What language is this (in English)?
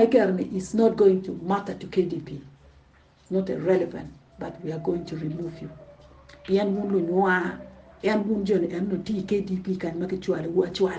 Acoli